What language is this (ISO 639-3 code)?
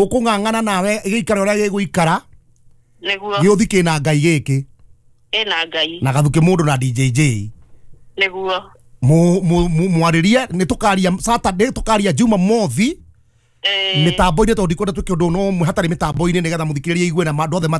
kik